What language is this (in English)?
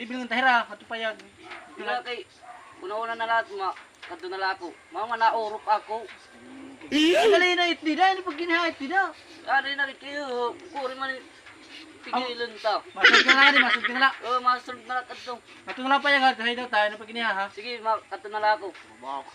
Waray